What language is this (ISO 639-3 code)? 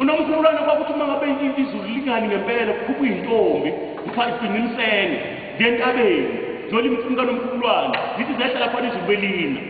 zul